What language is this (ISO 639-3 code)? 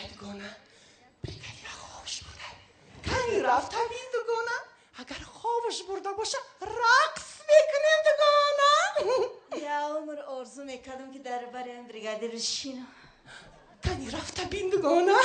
tgk